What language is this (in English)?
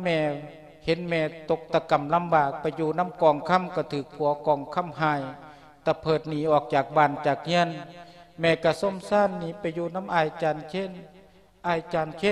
Lao